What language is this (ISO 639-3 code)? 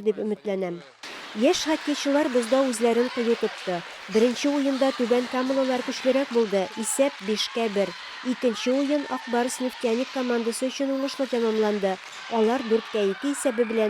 tat